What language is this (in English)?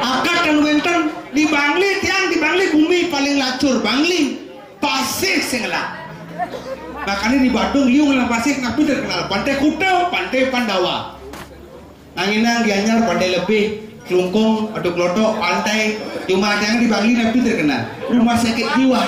Balinese